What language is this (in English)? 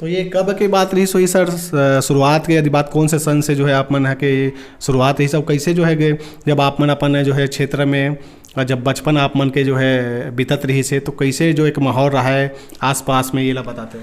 Chhattisgarhi